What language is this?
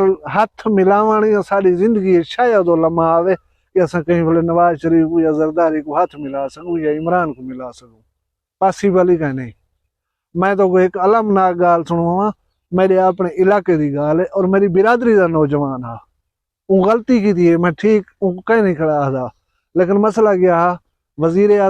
Saraiki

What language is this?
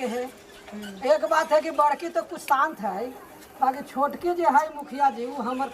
Magahi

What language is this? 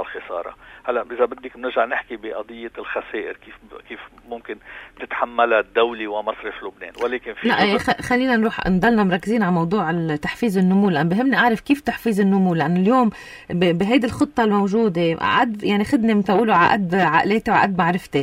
North Levantine Arabic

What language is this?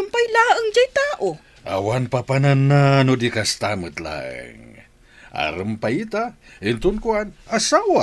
Iloko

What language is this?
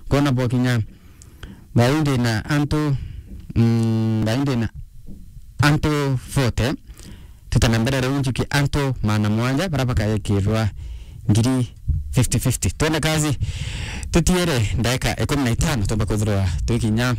Meru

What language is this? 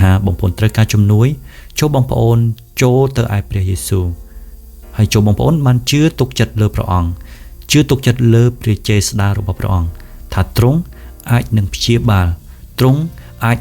Khmer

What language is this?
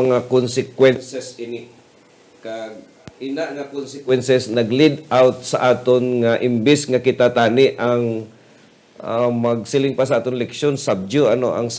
Hiligaynon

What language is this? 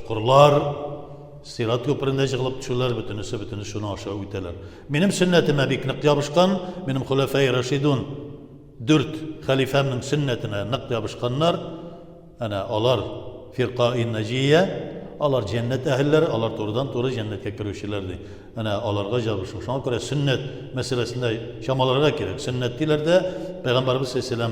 Tatar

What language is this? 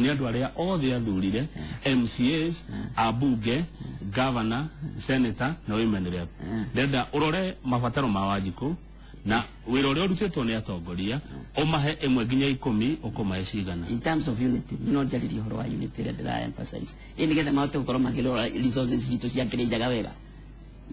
Kikuyu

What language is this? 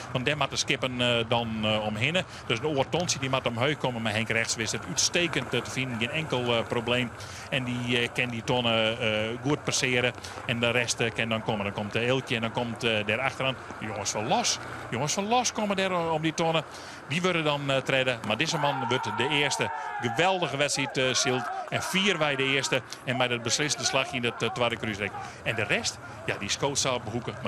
Western Frisian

